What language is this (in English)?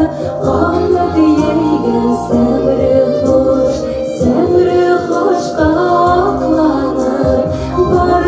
Bashkir